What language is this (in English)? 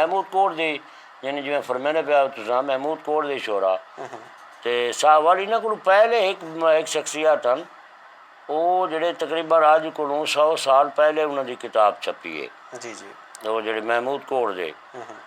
Saraiki